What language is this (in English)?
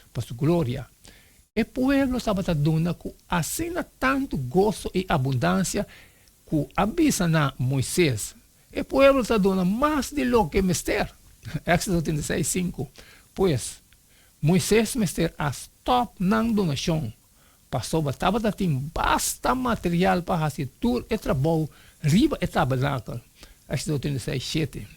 Papiamento